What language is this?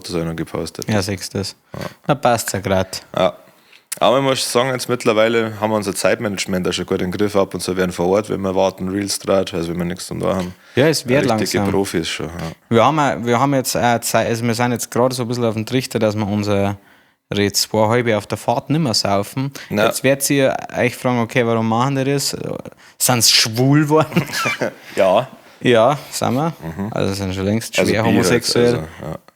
Bavarian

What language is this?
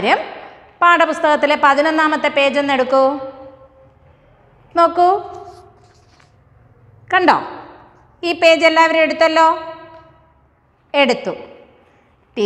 Malayalam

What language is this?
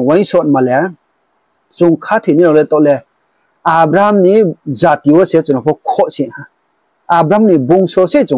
Riang (India)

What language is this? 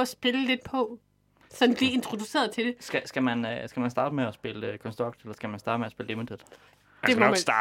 Danish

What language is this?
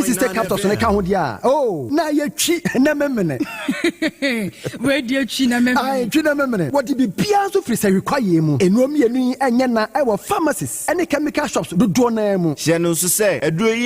Akan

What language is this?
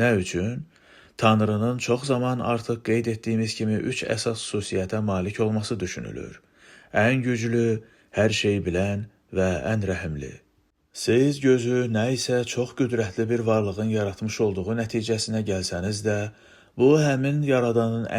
Azerbaijani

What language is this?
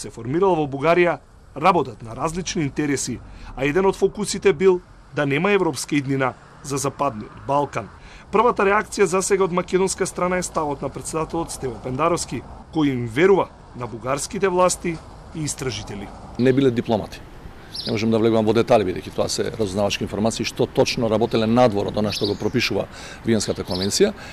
Macedonian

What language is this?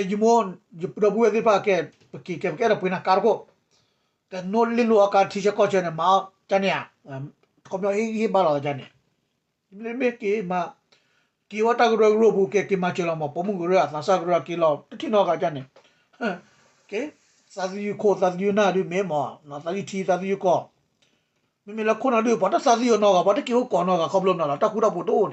S'gaw Karen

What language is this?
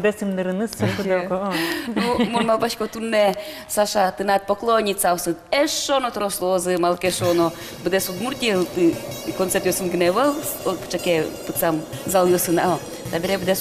Udmurt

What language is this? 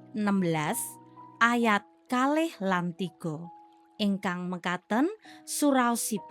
Javanese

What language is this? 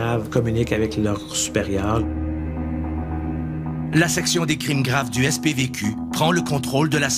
French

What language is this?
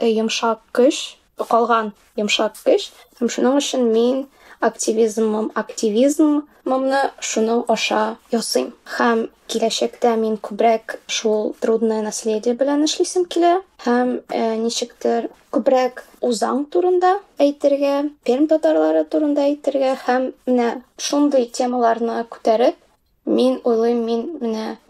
Tatar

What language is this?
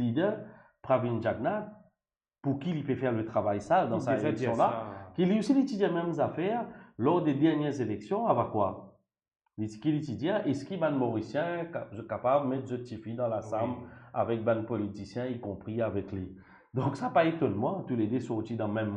Morisyen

